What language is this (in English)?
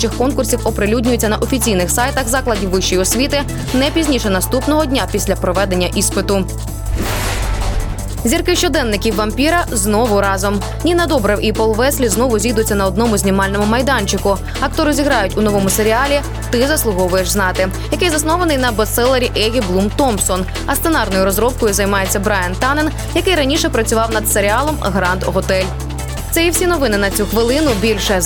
Ukrainian